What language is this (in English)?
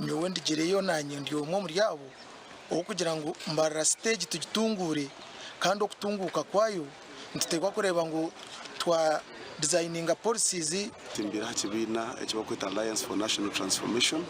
Nyankole